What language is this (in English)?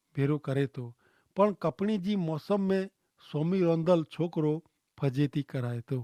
Kachhi